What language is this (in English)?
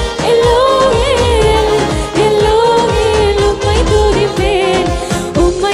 Tamil